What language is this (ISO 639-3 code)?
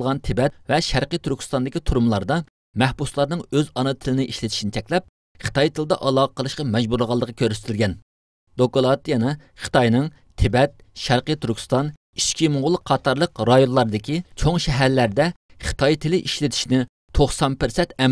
uig